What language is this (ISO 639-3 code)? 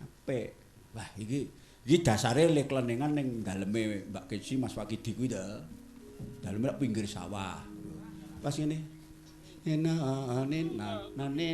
jav